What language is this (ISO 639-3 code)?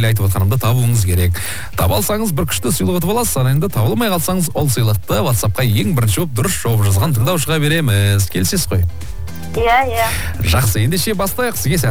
kaz